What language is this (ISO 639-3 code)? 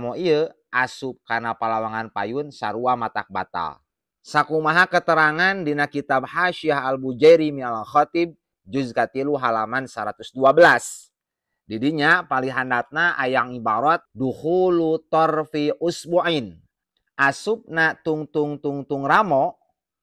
sun